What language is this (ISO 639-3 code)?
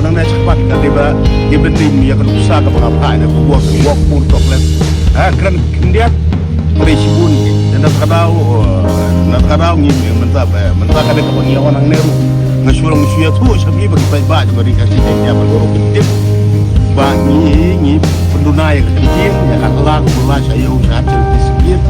kha